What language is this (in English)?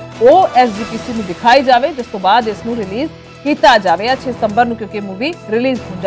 Punjabi